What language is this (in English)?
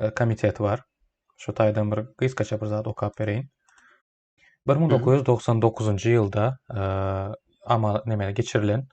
Turkmen